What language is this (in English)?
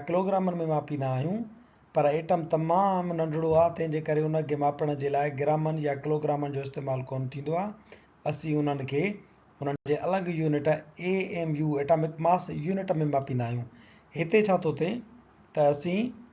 Sindhi